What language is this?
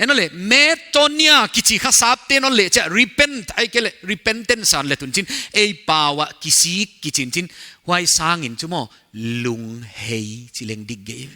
Paite Chin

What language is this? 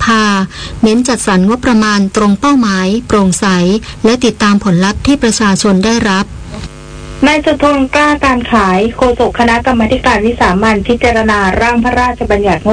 Thai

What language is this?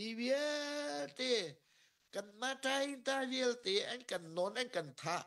Hakha Chin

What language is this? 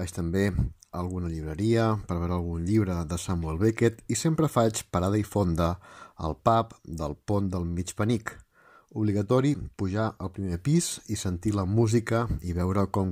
Catalan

